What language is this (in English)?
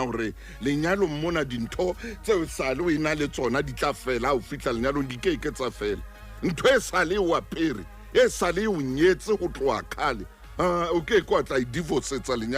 Southern Sotho